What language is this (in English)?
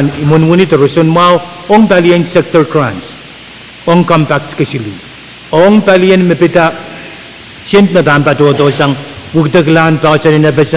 Pohnpeian